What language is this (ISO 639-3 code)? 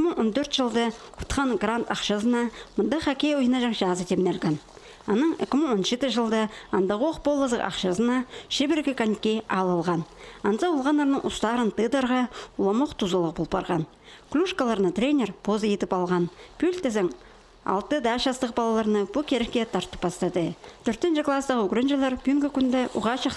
kjh